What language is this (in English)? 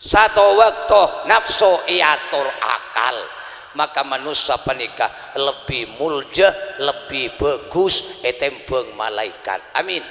Madurese